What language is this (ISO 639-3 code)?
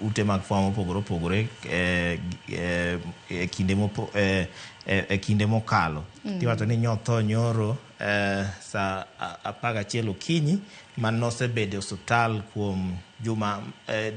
luo